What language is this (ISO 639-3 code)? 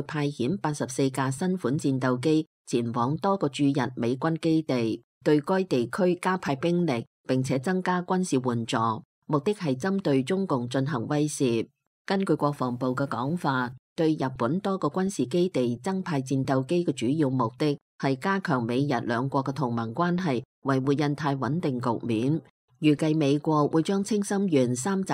yue